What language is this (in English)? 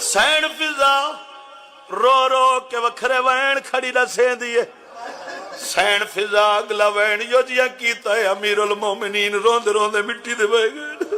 Saraiki